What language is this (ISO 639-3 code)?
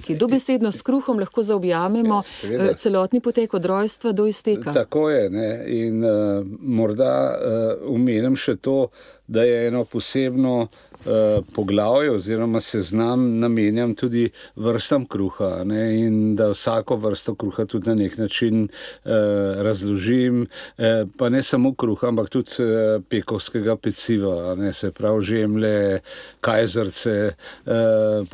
slv